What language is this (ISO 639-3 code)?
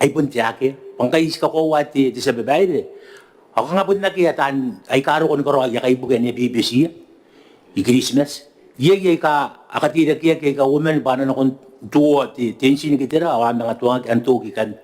gil